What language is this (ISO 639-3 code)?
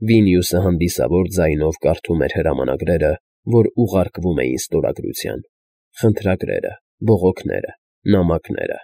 hye